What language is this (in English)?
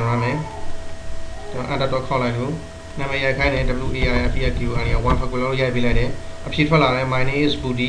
Burmese